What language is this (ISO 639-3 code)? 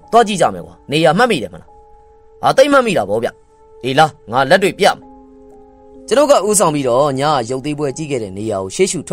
mya